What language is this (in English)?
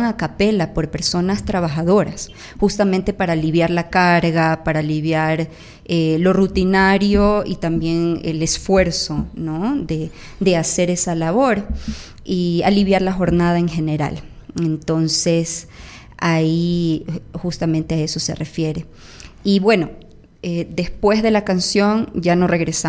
Spanish